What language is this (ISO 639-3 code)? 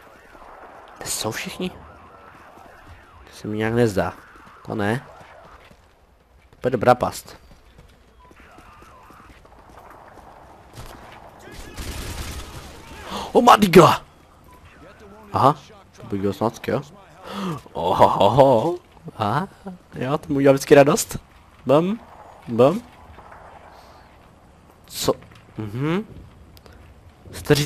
ces